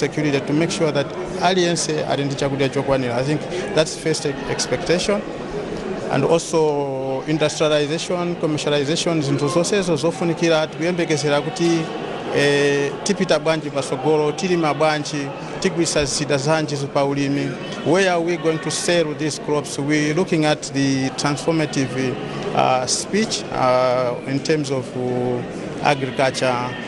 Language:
Nyanja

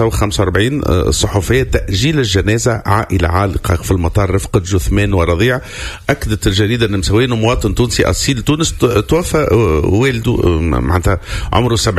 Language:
Tunisian Arabic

